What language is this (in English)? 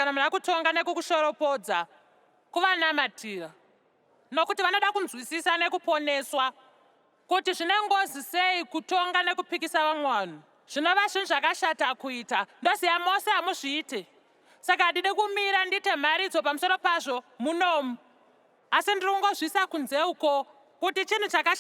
Shona